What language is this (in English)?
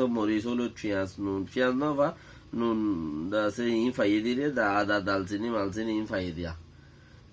Rohingya